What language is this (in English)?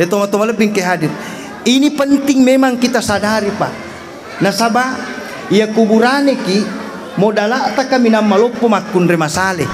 Buginese